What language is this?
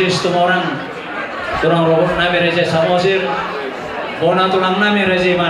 Batak Toba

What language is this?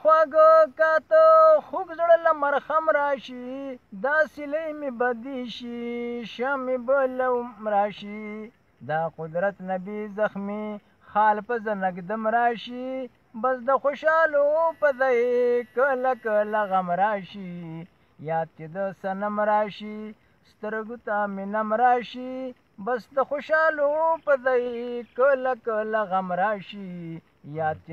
Pashto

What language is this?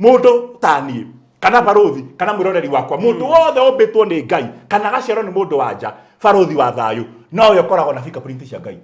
Kikuyu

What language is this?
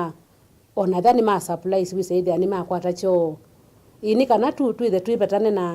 Kamba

